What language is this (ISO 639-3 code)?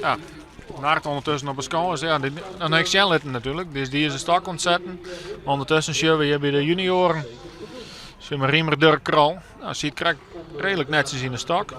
fry